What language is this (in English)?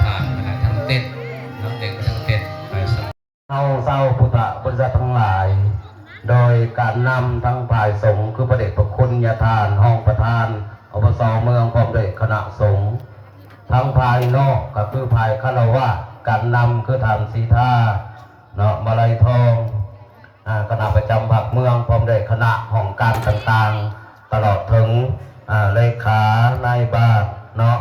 Lao